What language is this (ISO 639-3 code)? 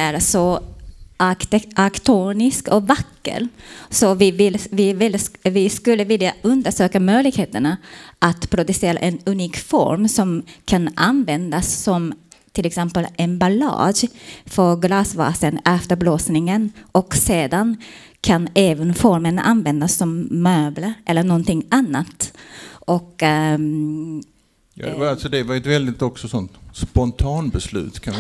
swe